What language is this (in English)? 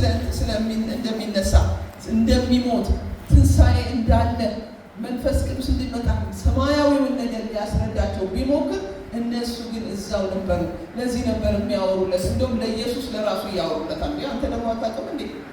Amharic